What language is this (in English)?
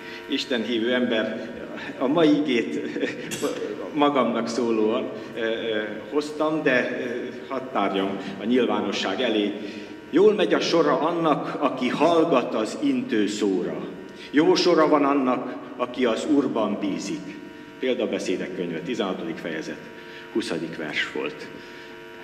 Hungarian